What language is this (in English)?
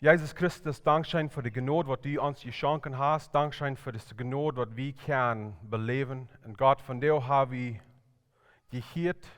Plautdietsch